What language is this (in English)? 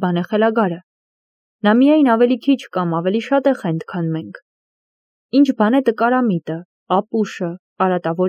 Armenian